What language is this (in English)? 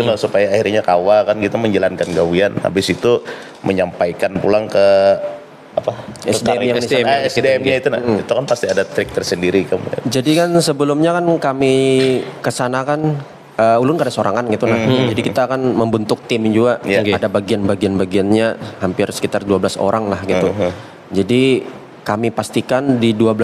Banjar